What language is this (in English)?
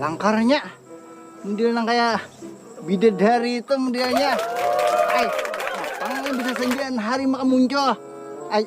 Banjar